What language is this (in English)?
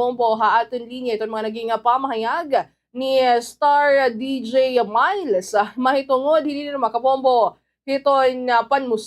Waray